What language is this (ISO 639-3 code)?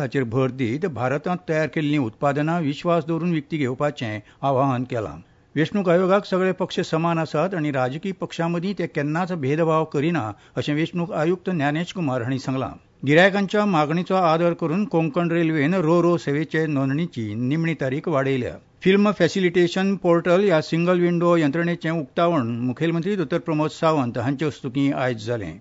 kok